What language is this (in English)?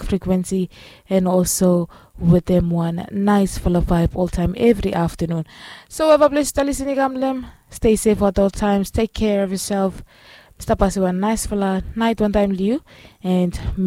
Bislama